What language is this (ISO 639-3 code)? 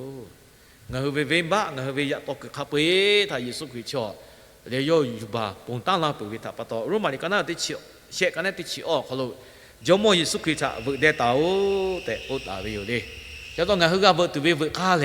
lhu